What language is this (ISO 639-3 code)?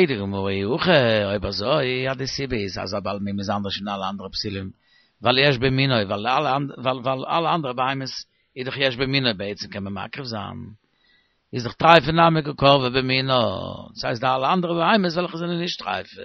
yid